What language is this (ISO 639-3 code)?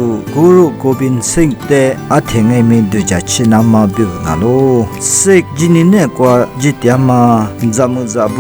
lis